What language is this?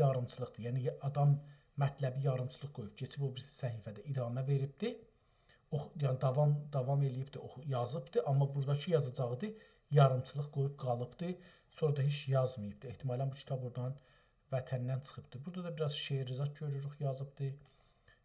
South Azerbaijani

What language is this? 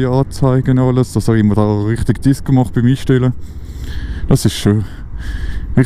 Swiss German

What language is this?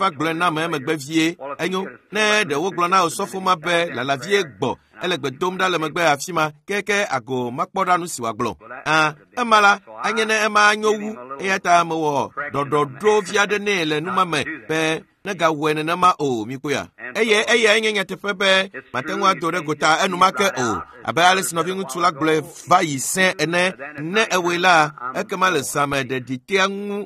Ewe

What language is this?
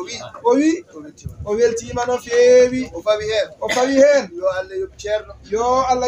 Fula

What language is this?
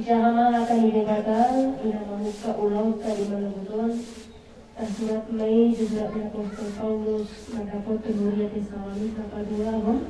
Batak Toba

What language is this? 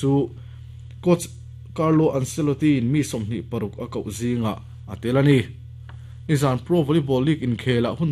Mizo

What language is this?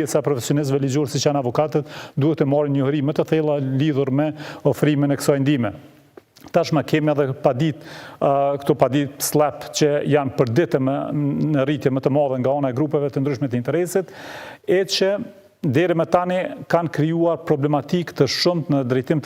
Albanian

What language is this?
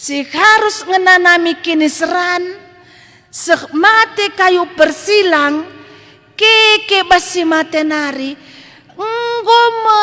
Batak Karo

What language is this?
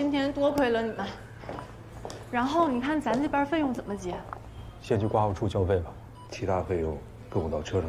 Chinese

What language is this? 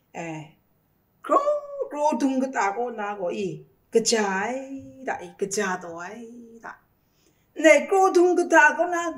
Kachin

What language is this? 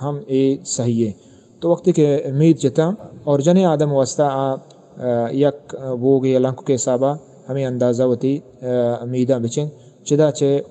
Eastern Balochi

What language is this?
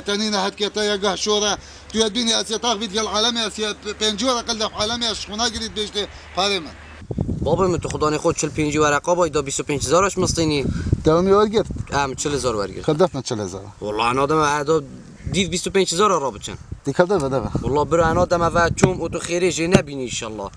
Kurdish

